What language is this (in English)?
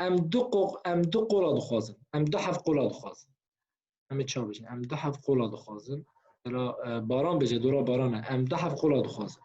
Kurdish